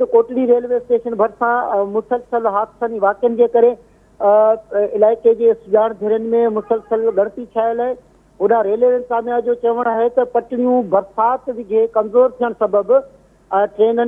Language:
Sindhi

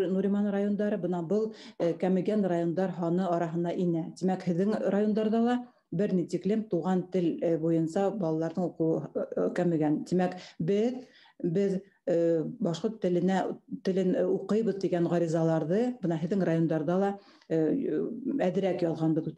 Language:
Bashkir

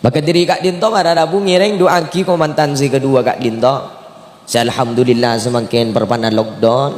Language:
Madurese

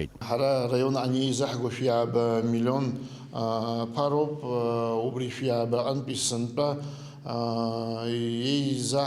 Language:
Abkhazian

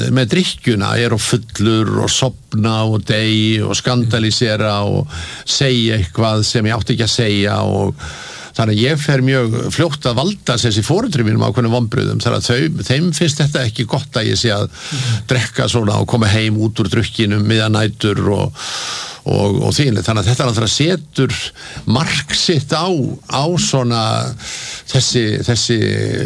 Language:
Icelandic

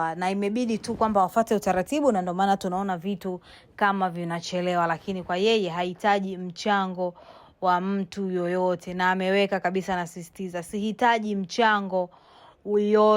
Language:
Swahili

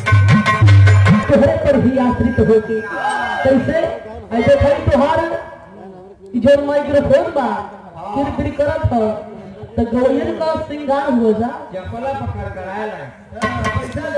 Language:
Bhojpuri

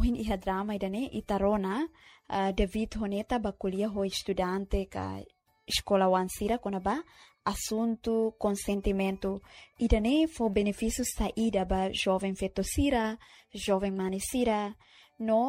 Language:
Tetum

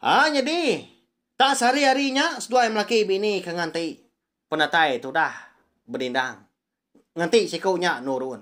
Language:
Iban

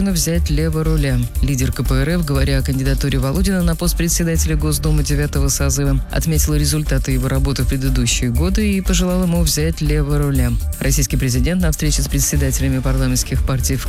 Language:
Russian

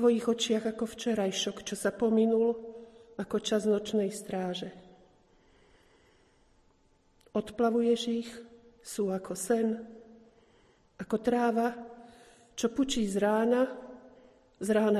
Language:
Slovak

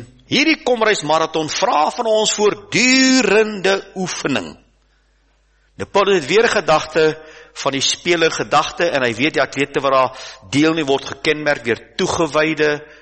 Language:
Afrikaans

